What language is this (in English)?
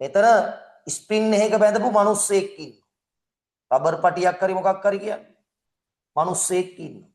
Sinhala